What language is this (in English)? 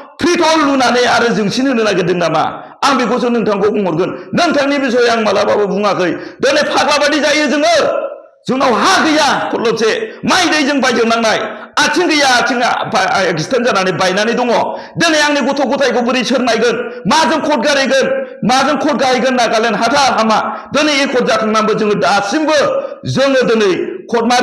Bodo